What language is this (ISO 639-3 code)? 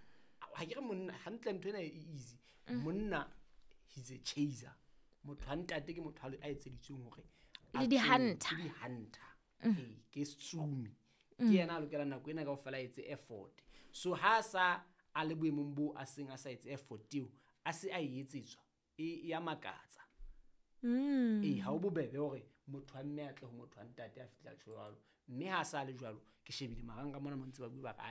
sot